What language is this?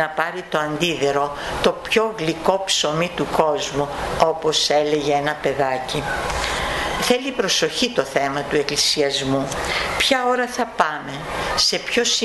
Greek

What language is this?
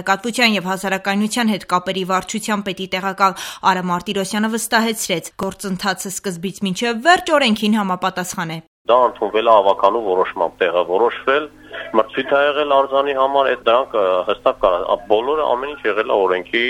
Armenian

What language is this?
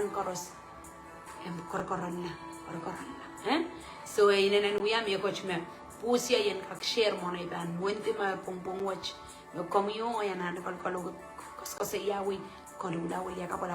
Pohnpeian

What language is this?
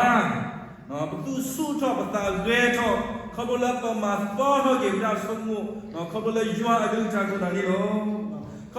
S'gaw Karen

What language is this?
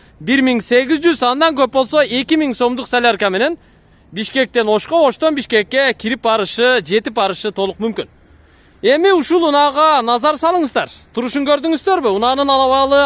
Kyrgyz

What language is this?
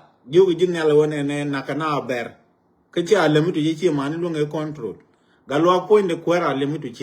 Nuer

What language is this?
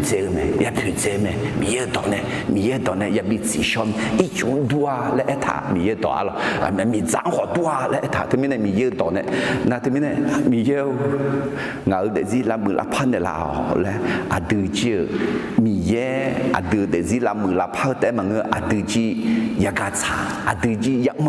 Akha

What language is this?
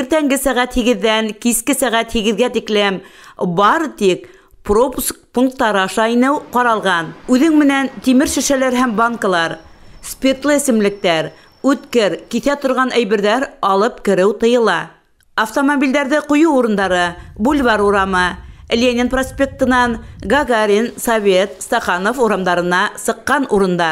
Bashkir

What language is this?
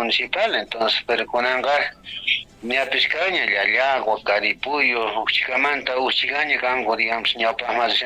South Bolivian Quechua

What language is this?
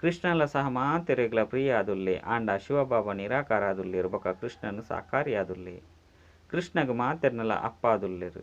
Tulu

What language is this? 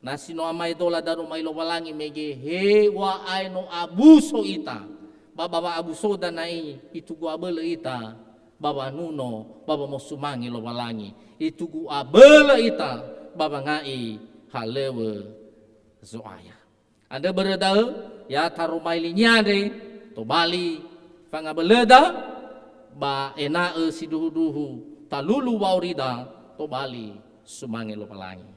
Nias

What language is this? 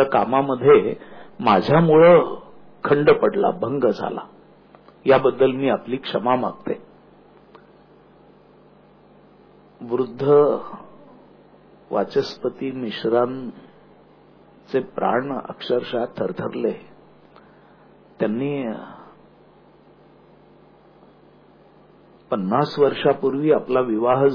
Marathi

